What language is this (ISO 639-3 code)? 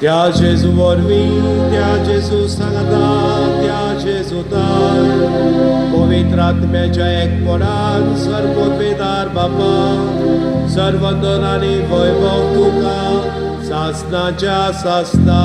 kok